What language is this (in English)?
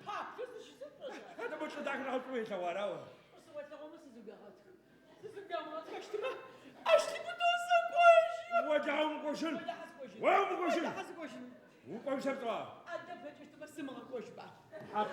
Adyghe